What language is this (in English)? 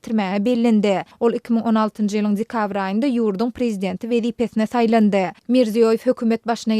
Turkmen